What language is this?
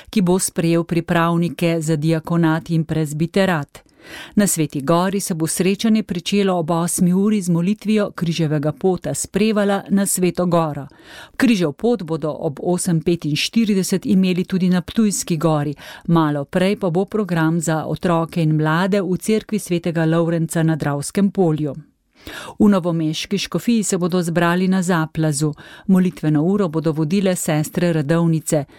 Slovenian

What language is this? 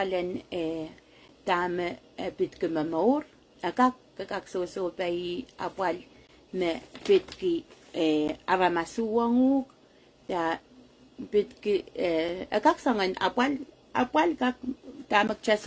Pohnpeian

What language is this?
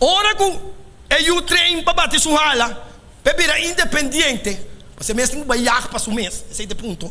Papiamento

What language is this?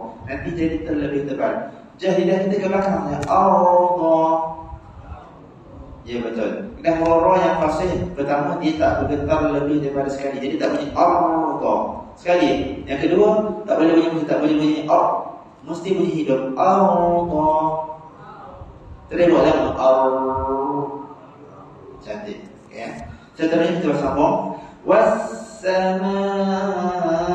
Malay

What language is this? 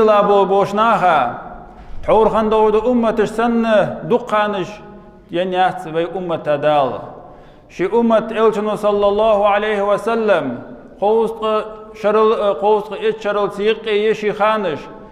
Ingush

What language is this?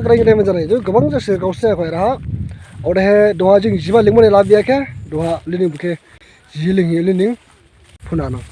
Dimasa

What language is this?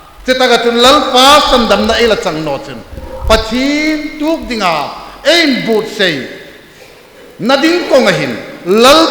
Hmar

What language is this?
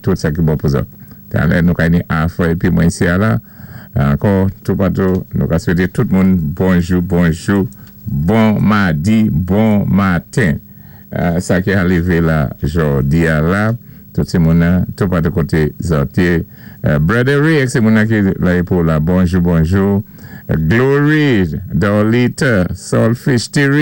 Saint Lucian Creole French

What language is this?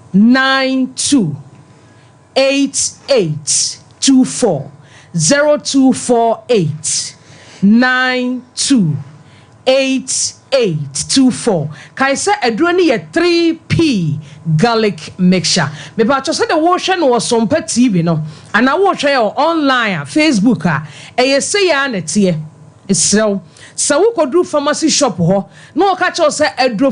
Akan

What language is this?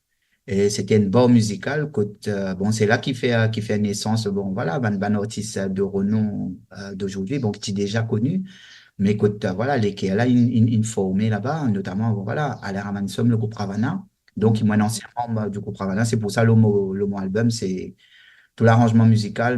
Morisyen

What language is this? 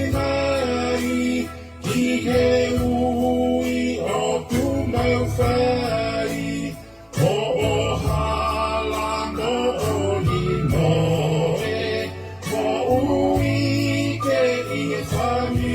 Tongan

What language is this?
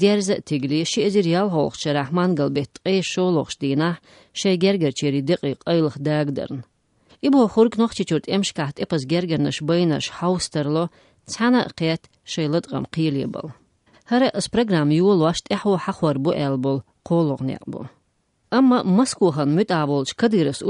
Chechen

